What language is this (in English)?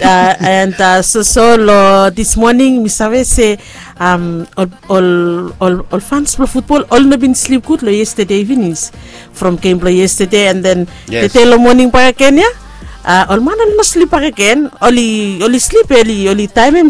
Bislama